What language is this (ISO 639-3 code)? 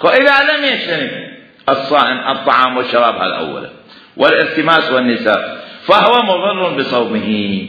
acm